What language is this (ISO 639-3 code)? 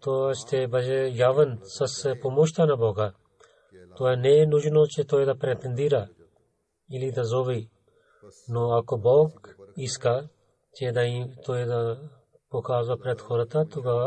bul